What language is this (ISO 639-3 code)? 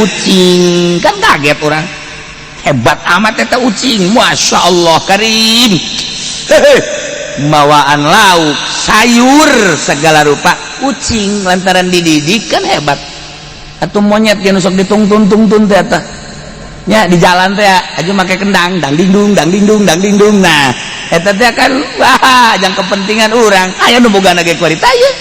sun